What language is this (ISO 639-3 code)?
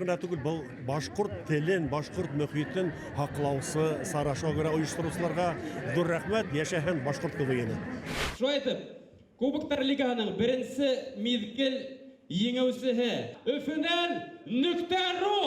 bak